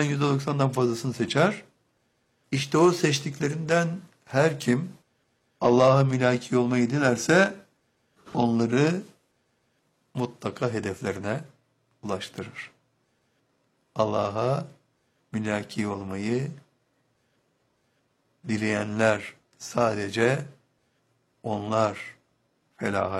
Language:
Turkish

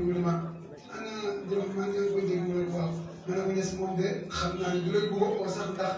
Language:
Wolof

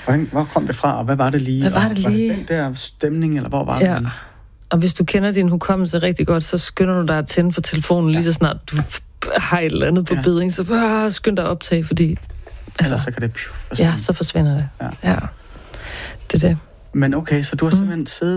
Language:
Danish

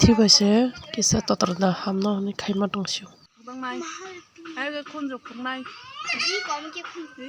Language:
Kok Borok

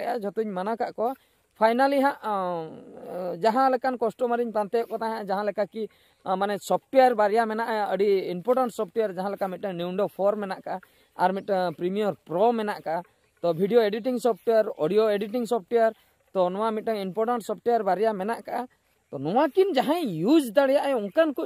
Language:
Santali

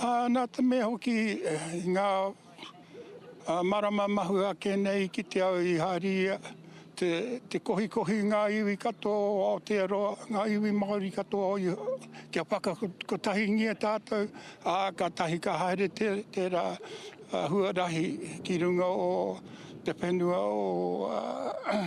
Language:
Māori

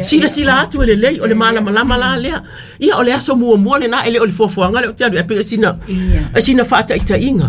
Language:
Samoan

